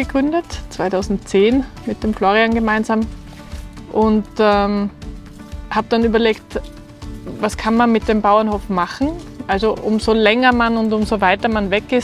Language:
Bavarian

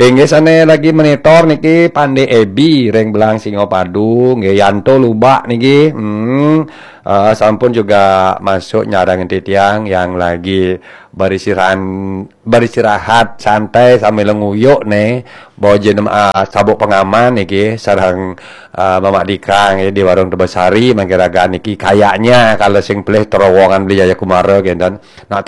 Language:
Balinese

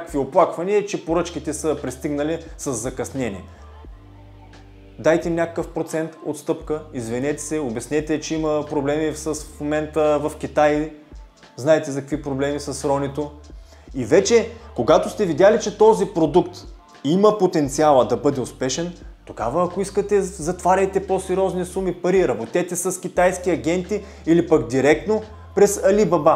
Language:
Bulgarian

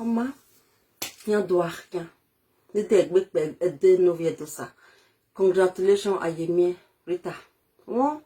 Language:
Nigerian Pidgin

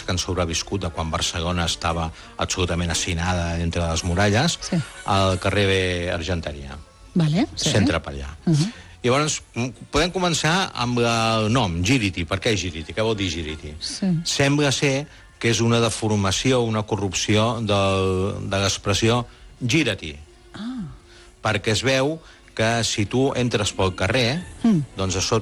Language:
Catalan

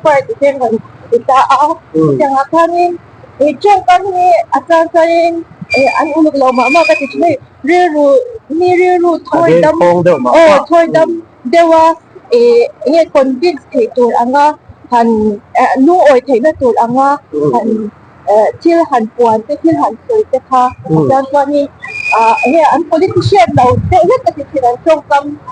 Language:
Mizo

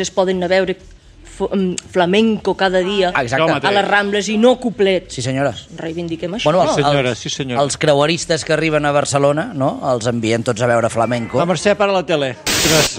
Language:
Catalan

